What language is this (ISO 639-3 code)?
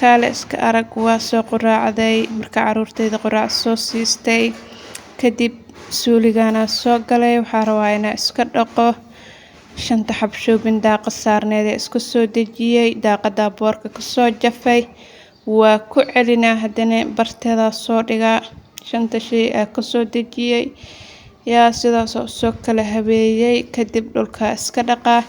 som